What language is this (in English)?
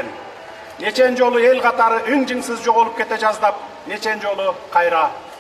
Kyrgyz